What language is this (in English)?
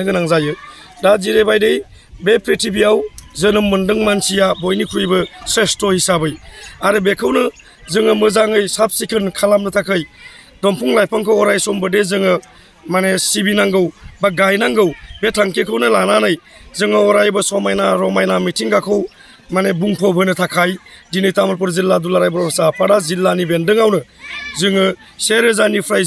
Bodo